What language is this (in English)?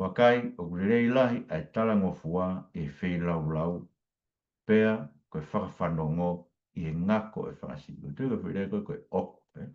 Tongan